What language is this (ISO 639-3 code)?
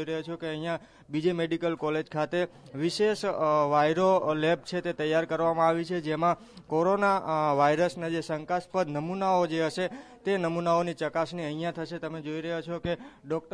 guj